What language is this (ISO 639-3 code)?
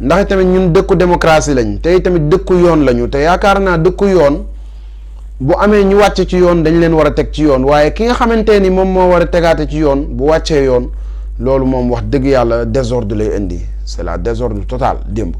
wol